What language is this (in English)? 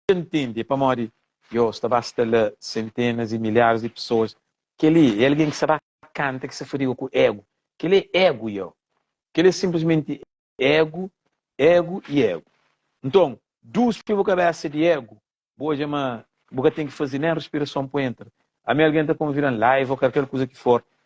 Kabuverdianu